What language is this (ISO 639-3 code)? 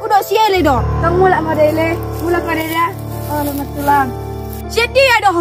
bbc